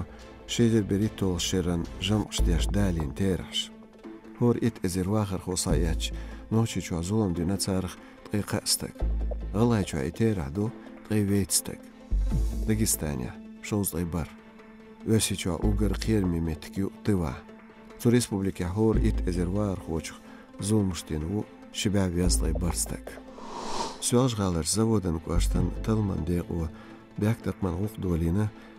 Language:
Chechen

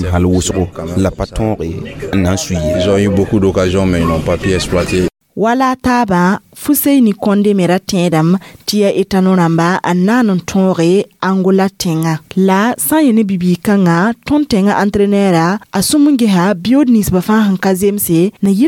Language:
Mossi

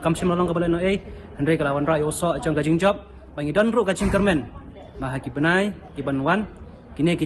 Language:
Khasi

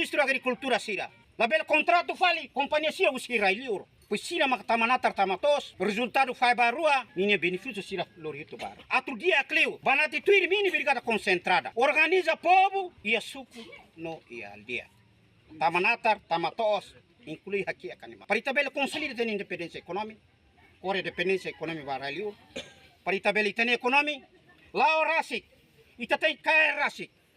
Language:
Tetum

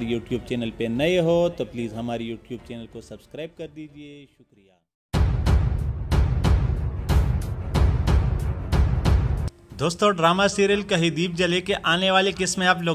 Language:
Urdu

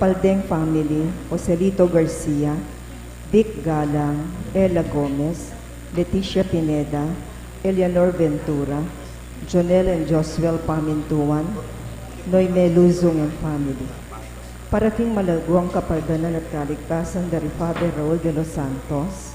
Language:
Pampanga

